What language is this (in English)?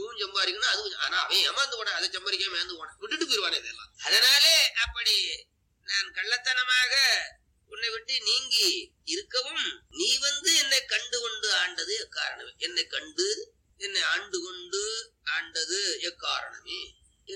Tamil